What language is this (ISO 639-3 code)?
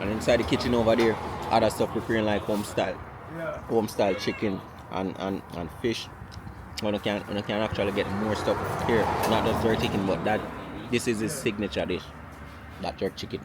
jam